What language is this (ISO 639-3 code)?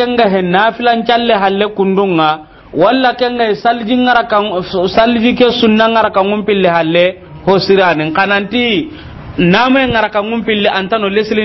snk